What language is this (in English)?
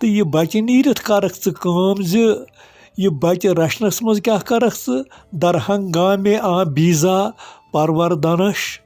Kashmiri